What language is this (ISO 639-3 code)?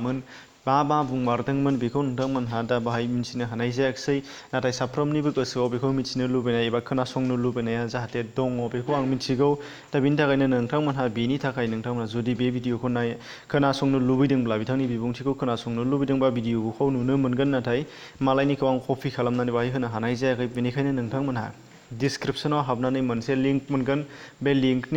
brx